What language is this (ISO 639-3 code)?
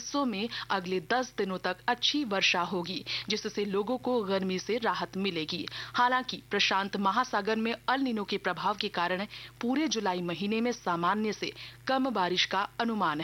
hin